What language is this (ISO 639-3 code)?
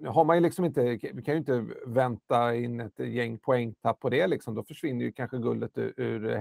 swe